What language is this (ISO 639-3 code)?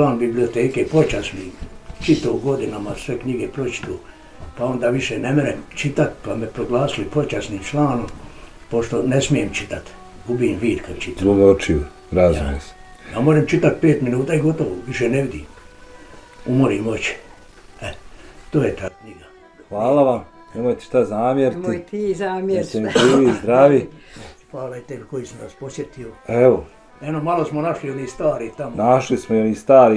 bos